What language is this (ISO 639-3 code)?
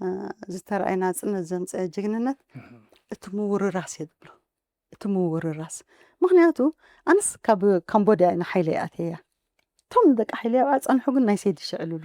tir